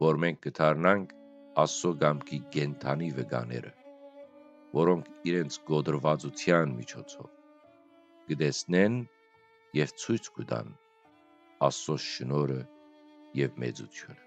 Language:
Western Armenian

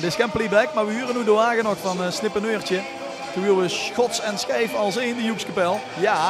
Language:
Limburgish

